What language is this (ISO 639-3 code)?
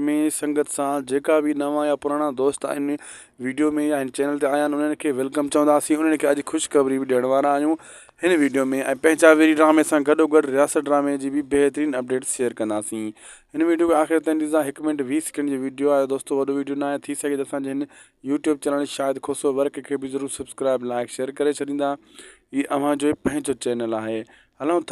snd